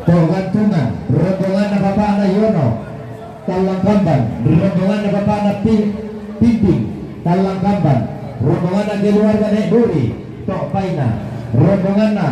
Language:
Toraja-Sa'dan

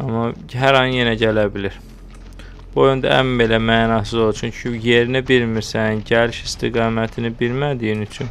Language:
Azerbaijani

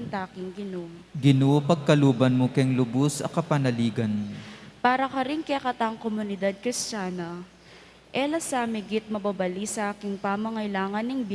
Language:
Pampanga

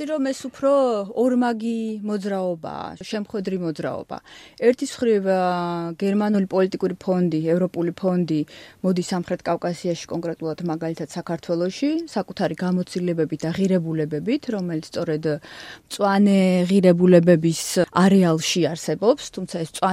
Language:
Georgian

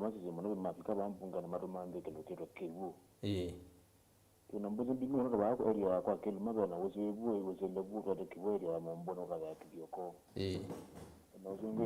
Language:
Kamba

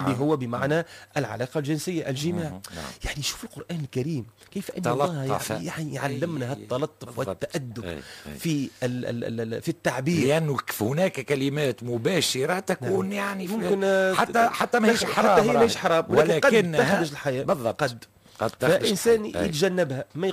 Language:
Tunisian Arabic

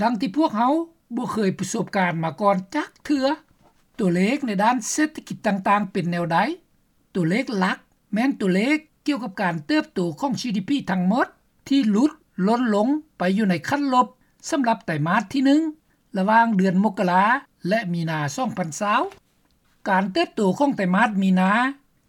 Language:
Lao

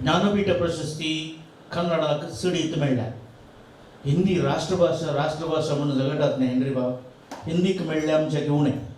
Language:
Konkani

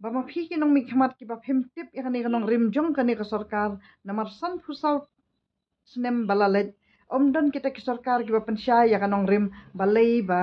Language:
Khasi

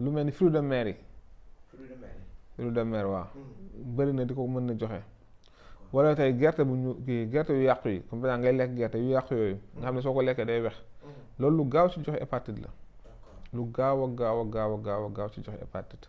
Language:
Wolof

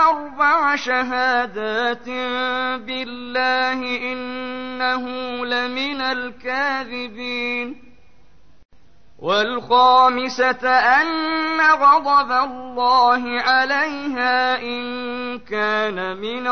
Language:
Arabic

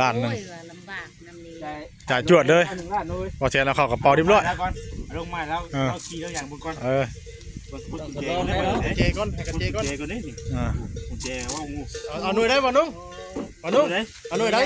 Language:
Northeastern Thai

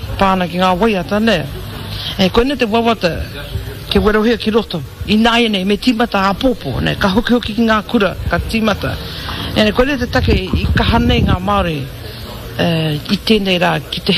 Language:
Māori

